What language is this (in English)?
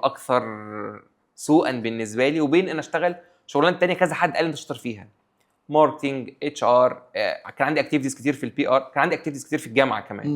Egyptian Arabic